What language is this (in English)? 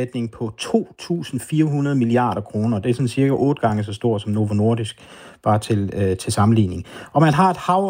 Danish